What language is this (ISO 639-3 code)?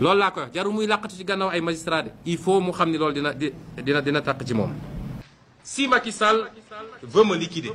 wol